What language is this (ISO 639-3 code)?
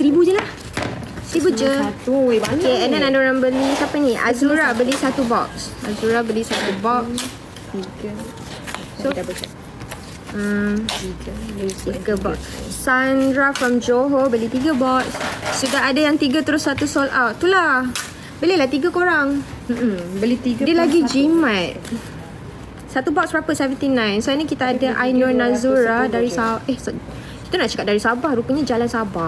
msa